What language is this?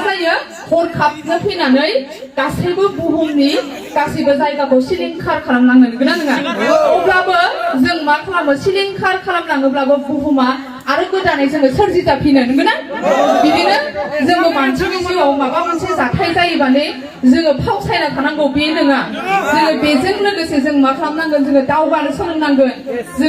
Bodo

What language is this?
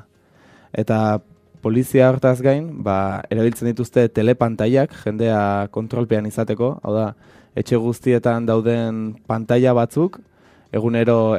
Basque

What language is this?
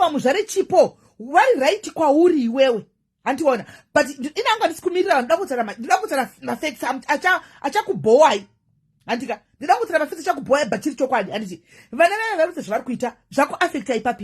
Shona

